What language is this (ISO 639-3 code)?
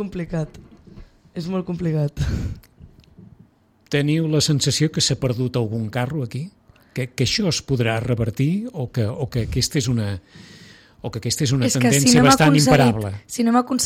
cat